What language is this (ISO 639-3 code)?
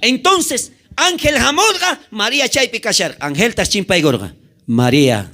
quh